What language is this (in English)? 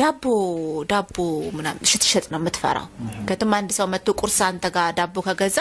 Amharic